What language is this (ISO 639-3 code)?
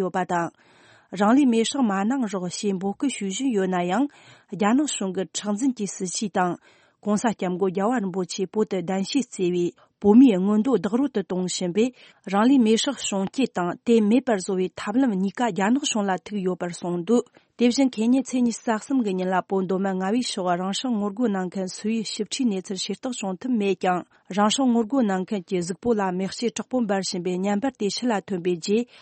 bod